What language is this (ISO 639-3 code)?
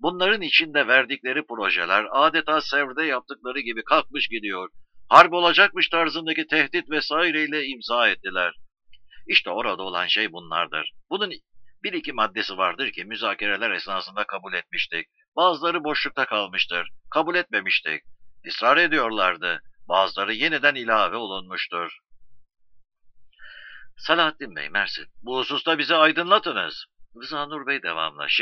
tur